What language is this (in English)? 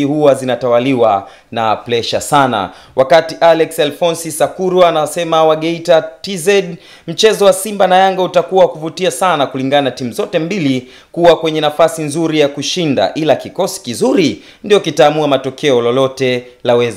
Swahili